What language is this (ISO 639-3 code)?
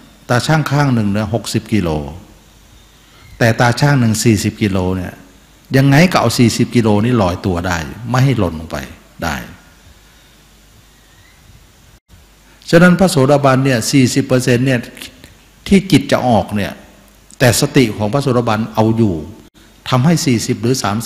tha